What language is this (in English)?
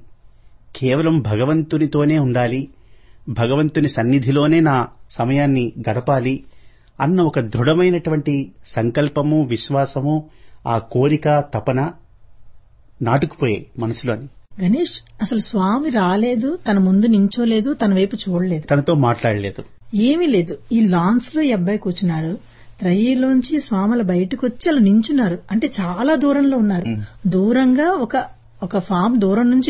Telugu